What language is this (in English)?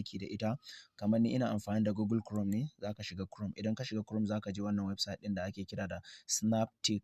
Hausa